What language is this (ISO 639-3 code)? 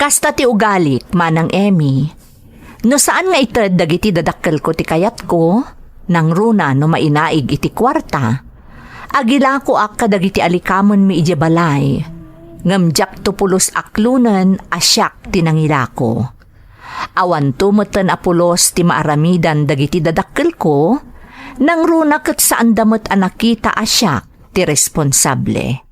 ilo